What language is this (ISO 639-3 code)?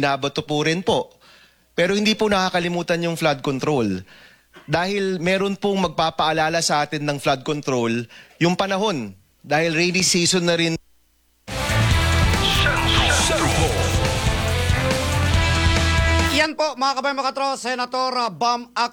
fil